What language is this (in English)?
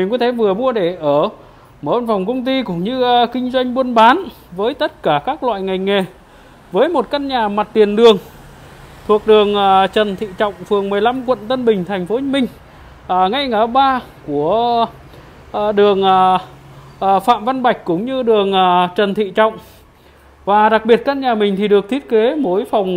Vietnamese